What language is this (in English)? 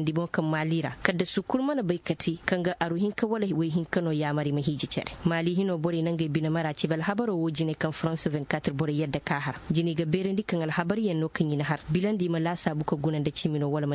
Koyraboro Senni